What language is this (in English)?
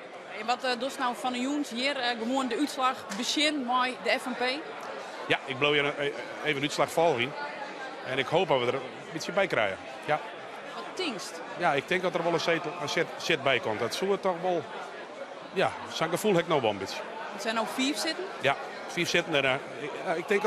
Western Frisian